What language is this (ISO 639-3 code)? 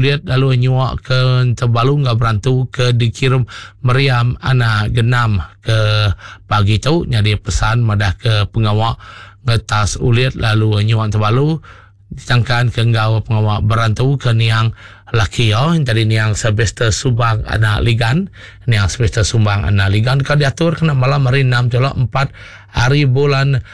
iba